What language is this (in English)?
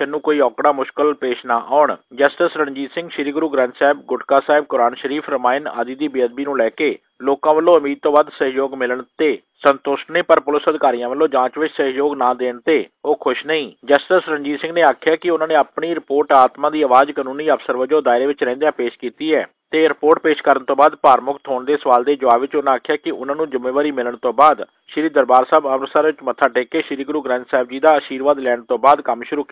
Punjabi